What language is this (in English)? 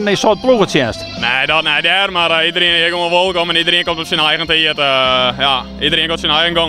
Western Frisian